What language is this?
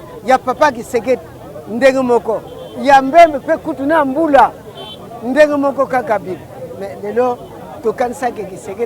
Lingala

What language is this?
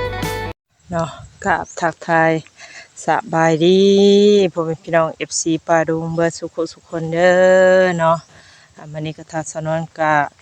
Northeastern Thai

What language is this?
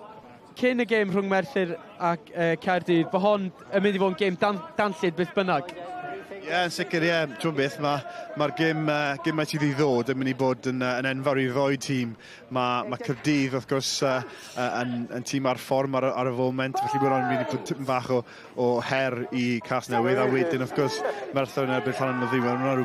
Welsh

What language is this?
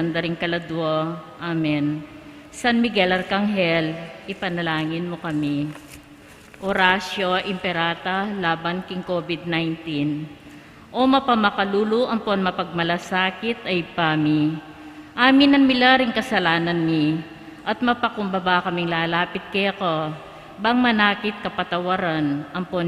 Pampanga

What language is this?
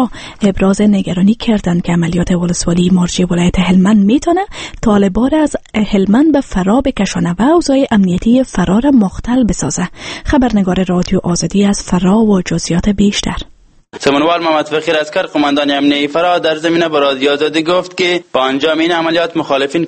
Persian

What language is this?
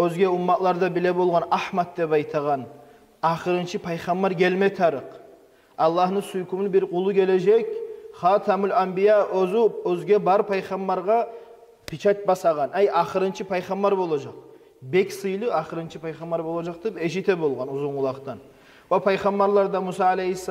Kumyk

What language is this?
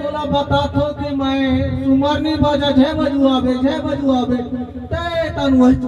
Chhattisgarhi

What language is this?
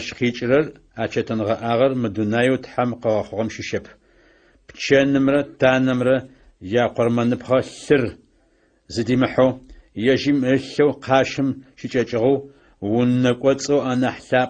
Adyghe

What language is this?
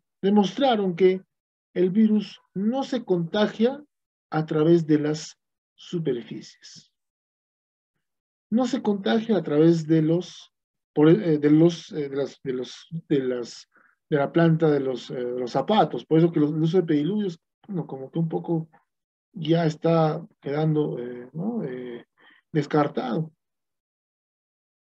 Spanish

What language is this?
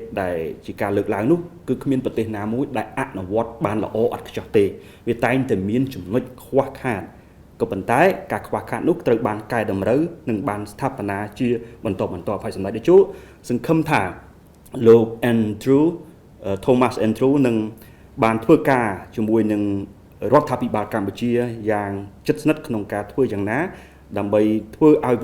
Khmer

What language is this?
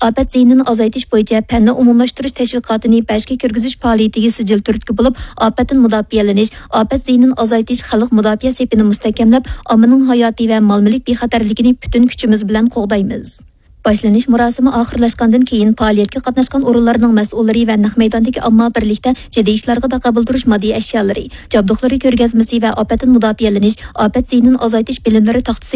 Uyghur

